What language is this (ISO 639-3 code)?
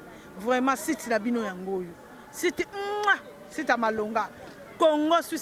lin